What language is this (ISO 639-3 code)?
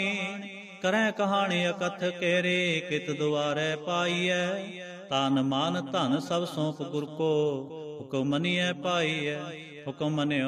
pan